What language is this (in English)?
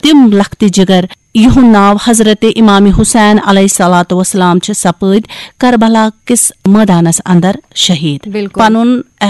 Kashmiri